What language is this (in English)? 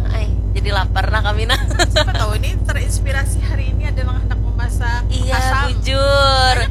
Banjar